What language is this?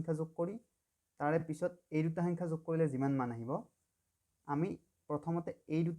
Assamese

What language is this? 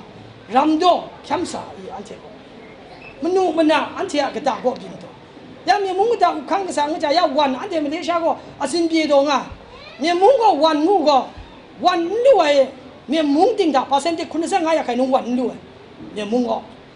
Kachin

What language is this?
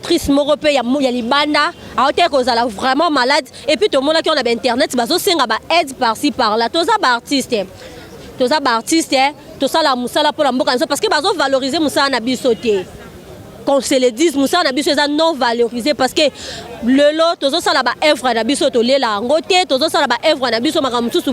Lingala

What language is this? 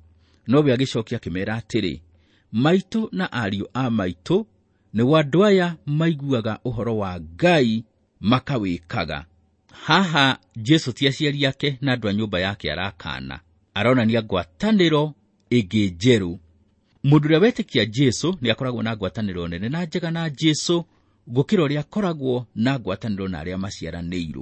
Kikuyu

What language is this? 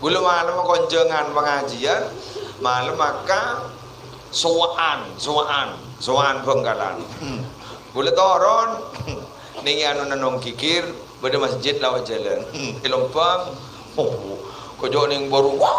Madurese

